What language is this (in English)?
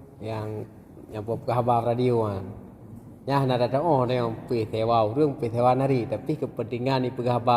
Achinese